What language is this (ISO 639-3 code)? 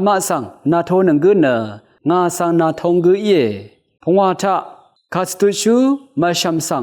raw